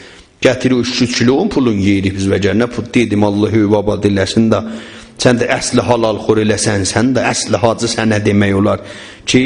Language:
South Azerbaijani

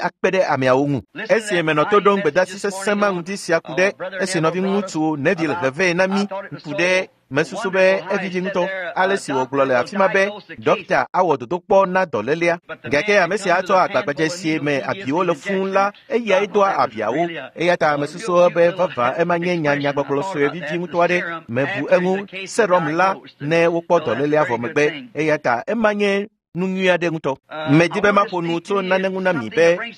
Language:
Ewe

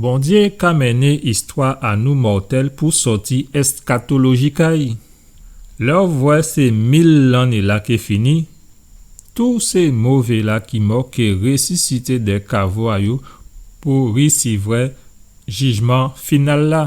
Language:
Guadeloupean Creole French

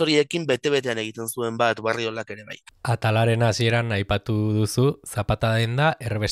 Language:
Basque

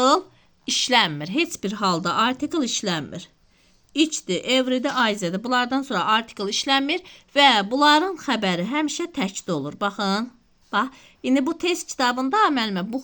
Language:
Azerbaijani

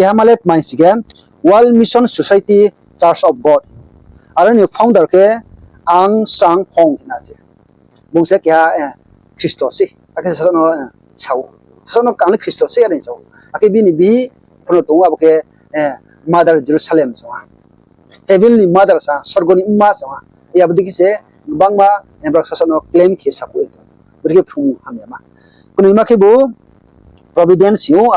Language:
Riang (India)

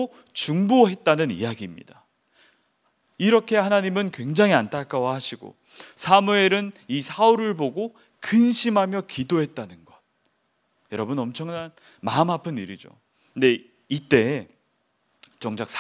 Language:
Korean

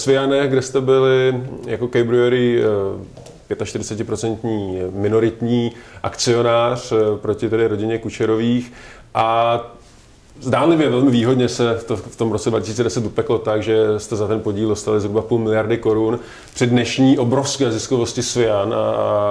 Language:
Czech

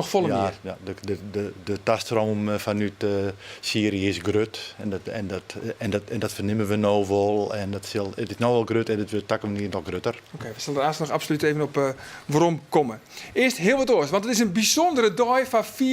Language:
Western Frisian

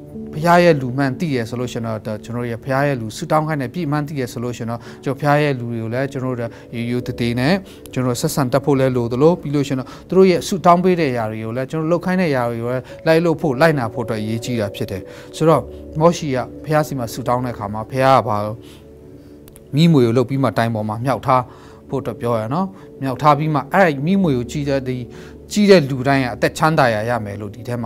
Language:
Burmese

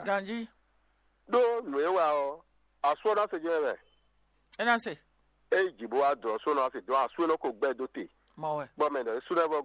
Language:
Fon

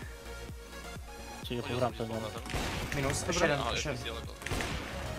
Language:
Slovak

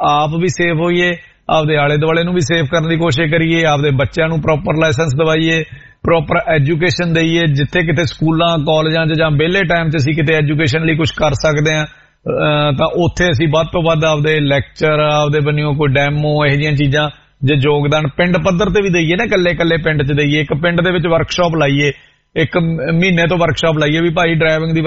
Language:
Punjabi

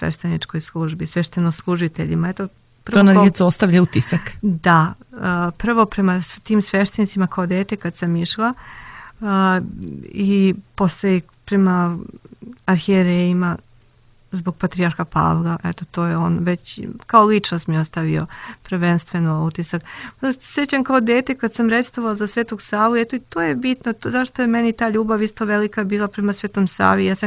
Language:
Serbian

